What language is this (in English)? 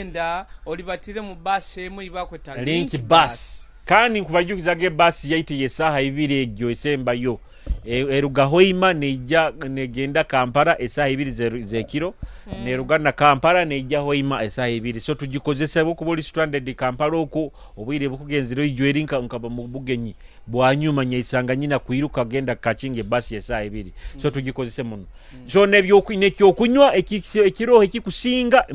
Nyoro